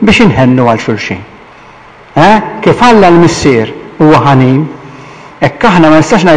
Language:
Maltese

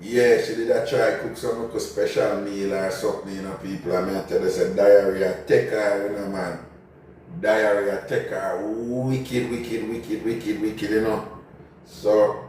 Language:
Jamaican Creole English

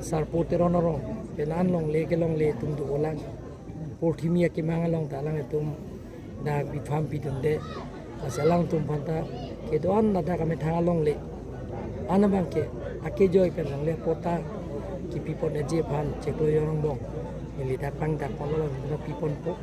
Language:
Karbi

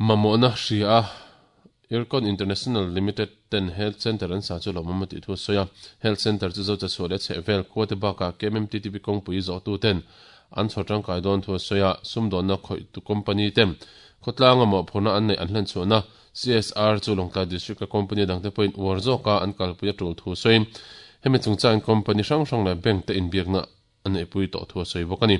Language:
Mizo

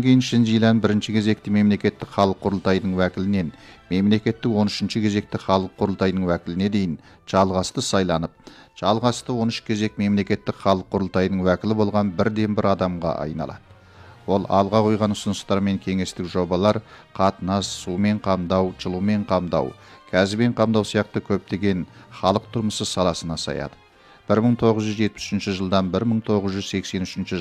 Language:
Kazakh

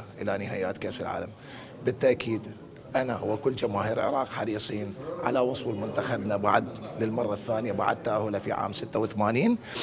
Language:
Mesopotamian Arabic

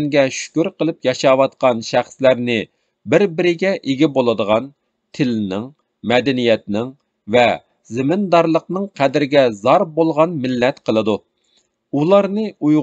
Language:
Uyghur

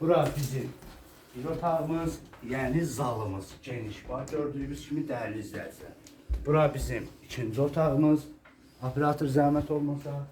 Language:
Azerbaijani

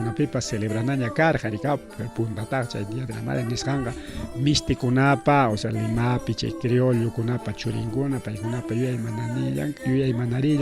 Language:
Ayacucho Quechua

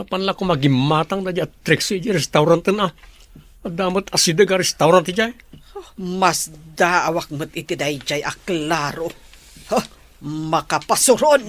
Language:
Iloko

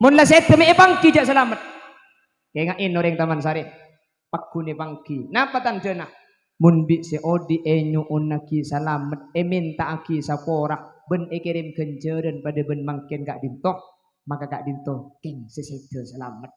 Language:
Madurese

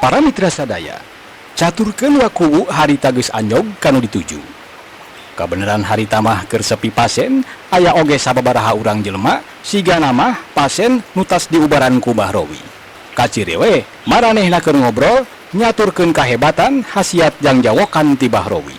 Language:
Sundanese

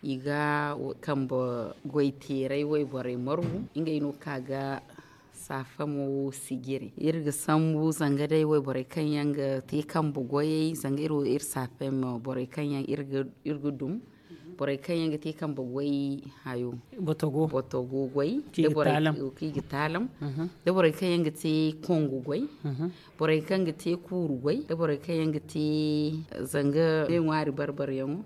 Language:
Zarma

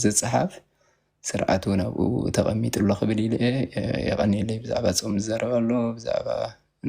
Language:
Tigrinya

